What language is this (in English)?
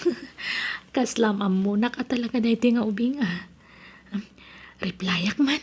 Iloko